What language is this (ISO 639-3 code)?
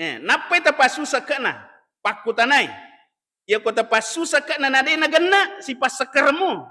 bug